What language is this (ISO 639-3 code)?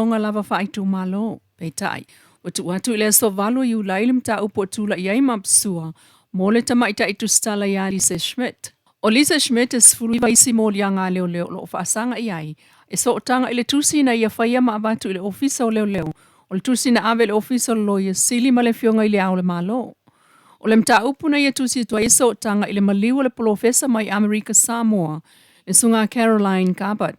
smo